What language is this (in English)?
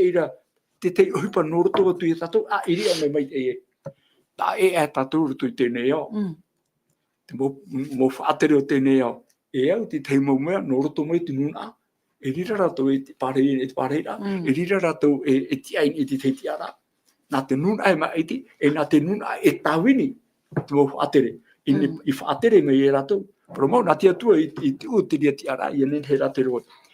Tahitian